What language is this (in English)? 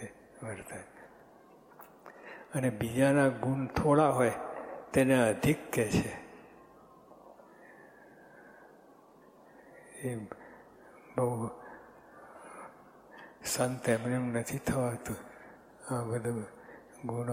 Gujarati